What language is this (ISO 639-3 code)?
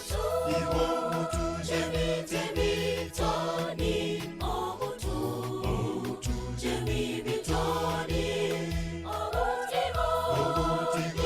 kln